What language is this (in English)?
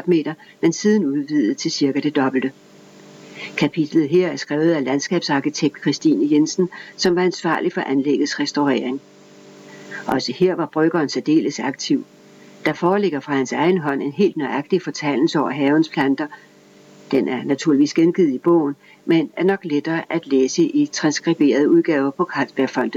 Danish